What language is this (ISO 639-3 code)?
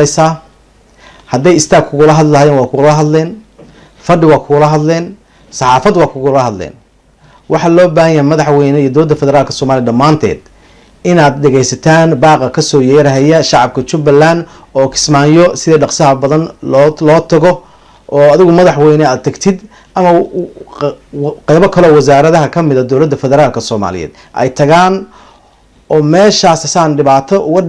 som